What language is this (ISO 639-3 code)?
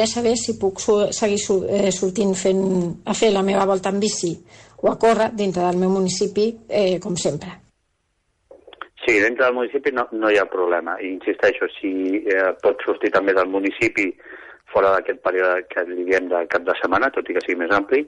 cat